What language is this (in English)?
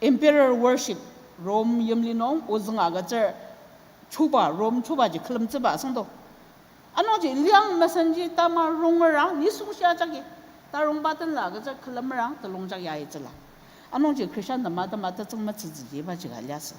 Ao Naga